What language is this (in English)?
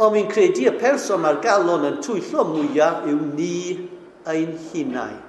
Welsh